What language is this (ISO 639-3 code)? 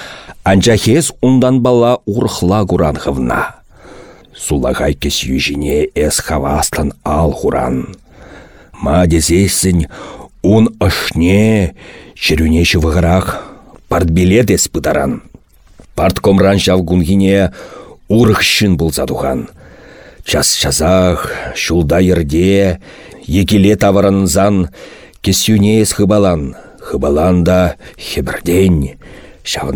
chv